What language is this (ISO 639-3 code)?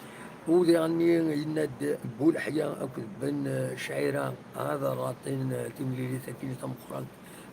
kab